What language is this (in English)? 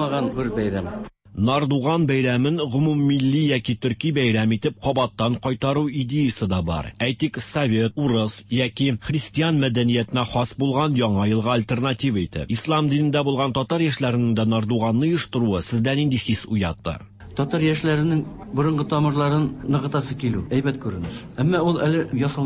Tatar